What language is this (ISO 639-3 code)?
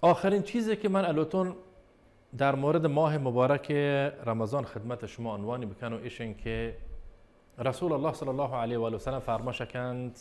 bal